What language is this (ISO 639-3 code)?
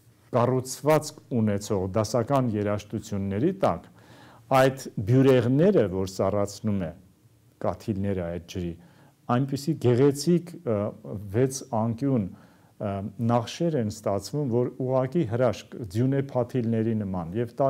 hye